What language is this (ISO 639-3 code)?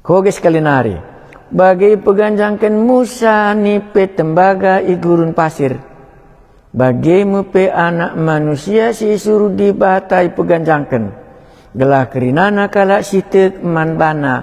btx